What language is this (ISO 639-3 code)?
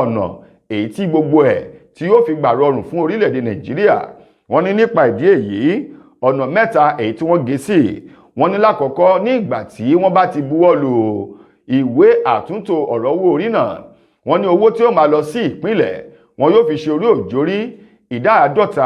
yor